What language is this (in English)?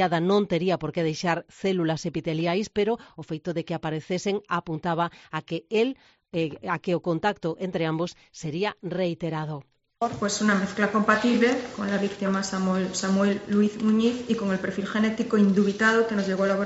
Galician